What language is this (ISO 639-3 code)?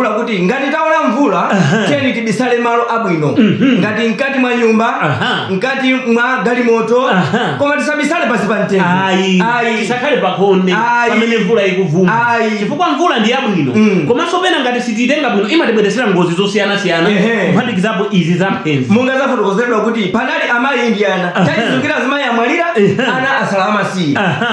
nya